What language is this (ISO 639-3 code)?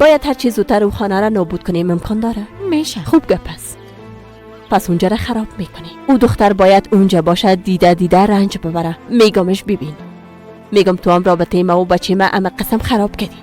fas